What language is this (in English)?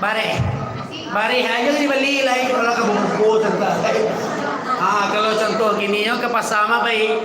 Minangkabau